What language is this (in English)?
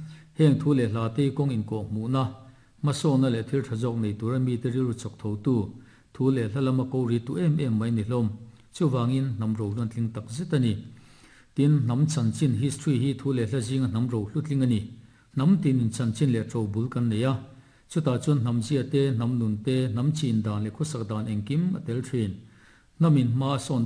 Mizo